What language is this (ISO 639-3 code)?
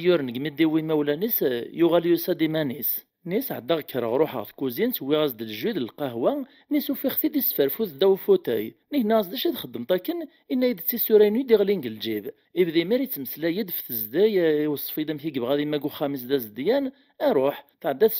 kab